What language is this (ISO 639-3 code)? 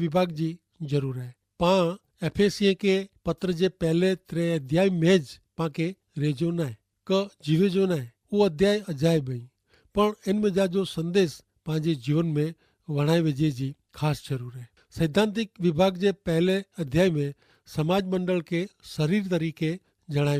kfr